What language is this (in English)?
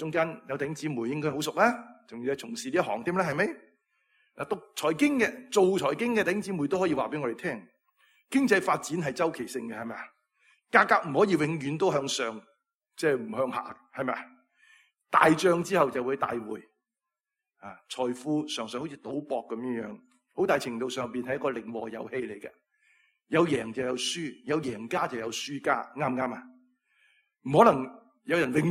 Cantonese